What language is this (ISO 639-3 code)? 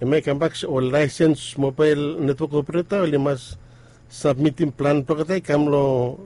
bis